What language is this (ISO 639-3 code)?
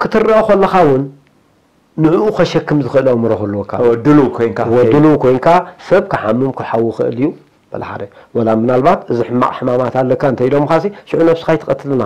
tir